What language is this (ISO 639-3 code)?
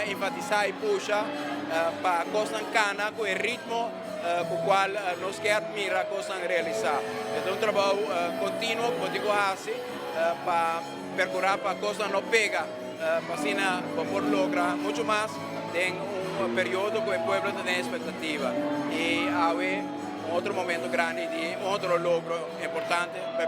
pap